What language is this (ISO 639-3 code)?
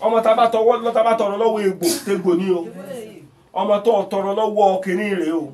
yor